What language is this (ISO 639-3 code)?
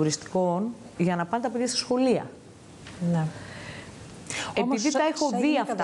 ell